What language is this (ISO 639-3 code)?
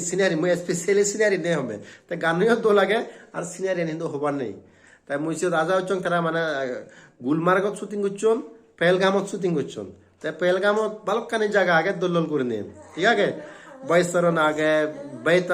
ccp